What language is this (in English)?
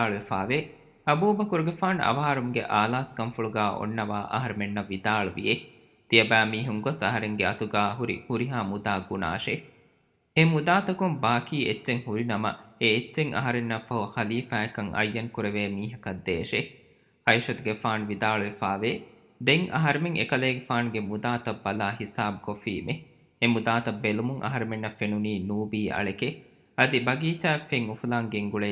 Divehi